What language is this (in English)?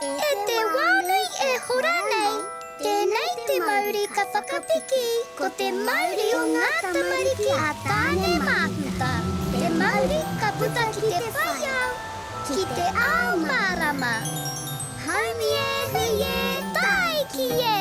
Māori